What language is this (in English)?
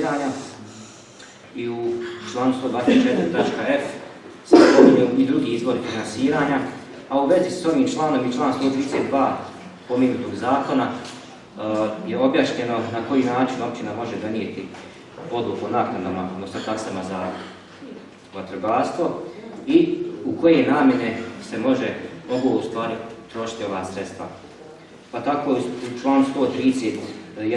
Bosnian